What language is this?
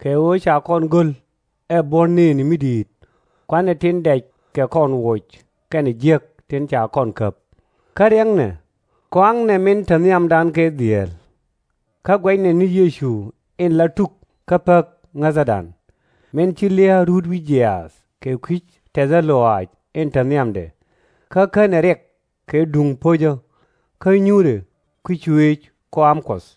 Nuer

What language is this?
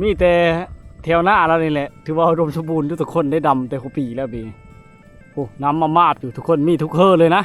Lao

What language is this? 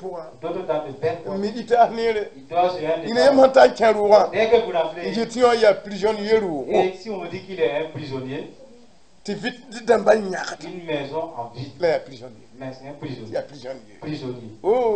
Mossi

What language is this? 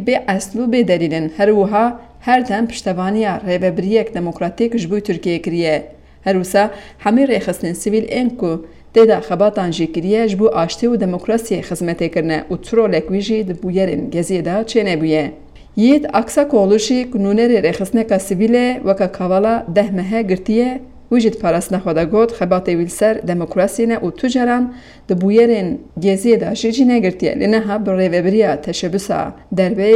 Kurdish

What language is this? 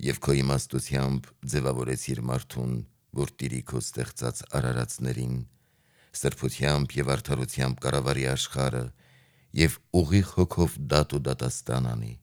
Armenian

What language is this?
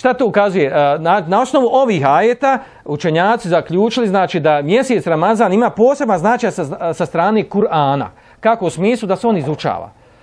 Bosnian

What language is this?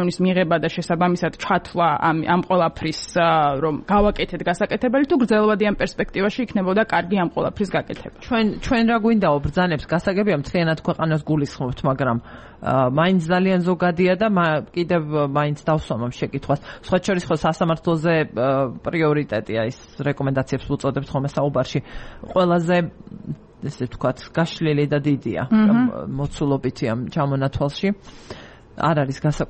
Georgian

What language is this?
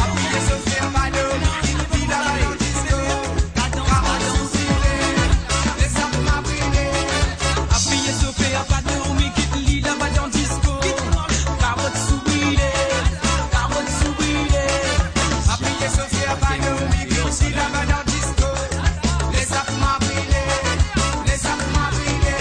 Morisyen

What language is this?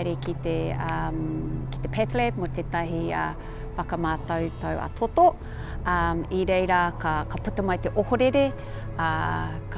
Māori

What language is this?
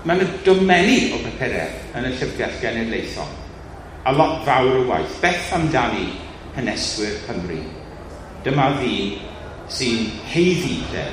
Welsh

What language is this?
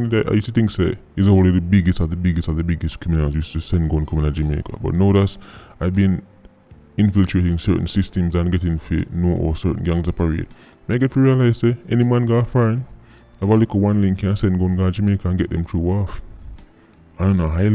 Jamaican Creole English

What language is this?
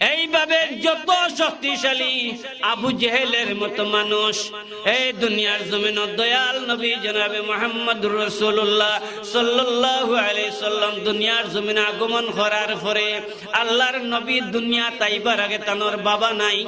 Sylheti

